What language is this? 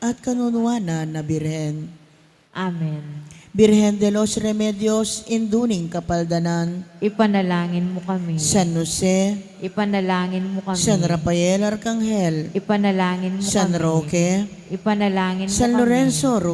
Pampanga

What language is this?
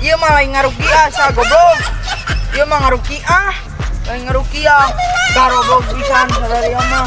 Sundanese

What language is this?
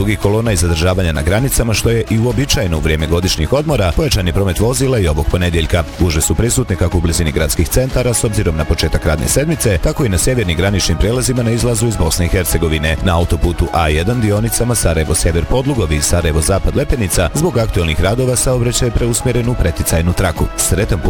Bosnian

